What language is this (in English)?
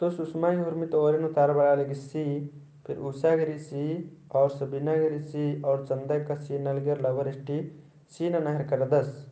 Kurukh